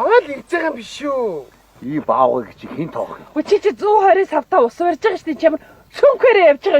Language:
Mongolian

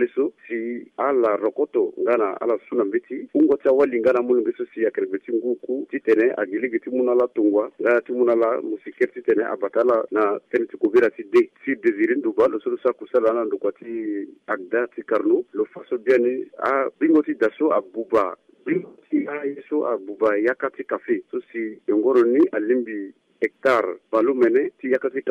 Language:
Sango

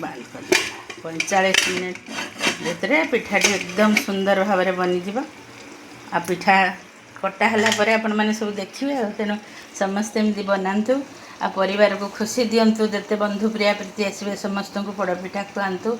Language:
Odia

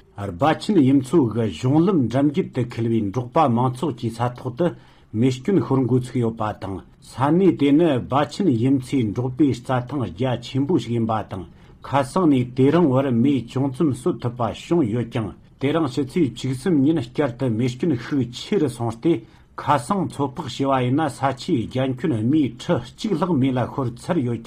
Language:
Tibetan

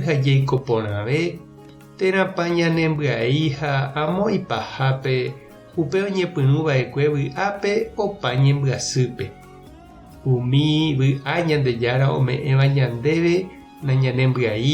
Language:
Guarani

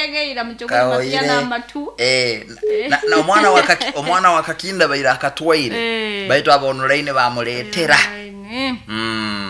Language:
Nyoro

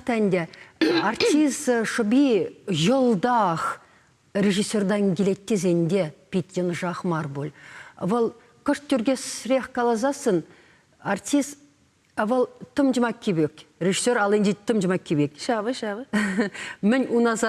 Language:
Chuvash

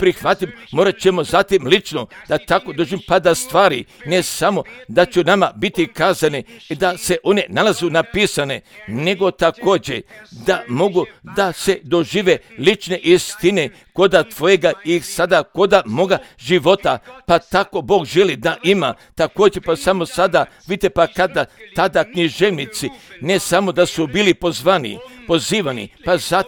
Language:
Croatian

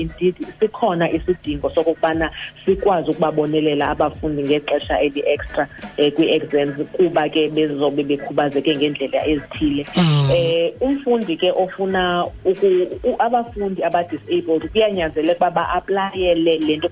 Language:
Xhosa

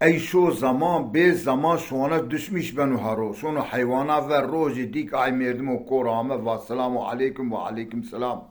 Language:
Zaza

